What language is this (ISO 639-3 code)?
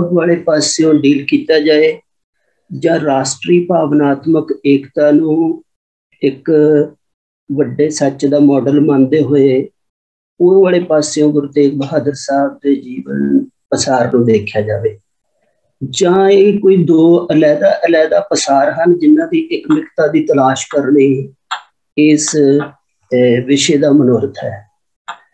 pan